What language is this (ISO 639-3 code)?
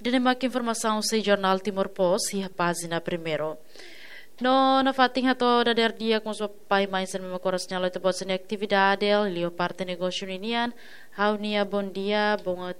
tet